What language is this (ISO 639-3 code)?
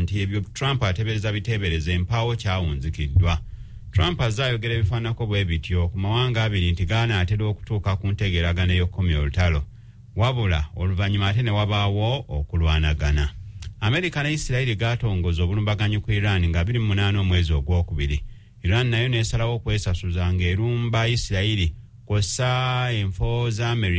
lug